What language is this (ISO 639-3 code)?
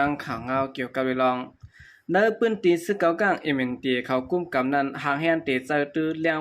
shn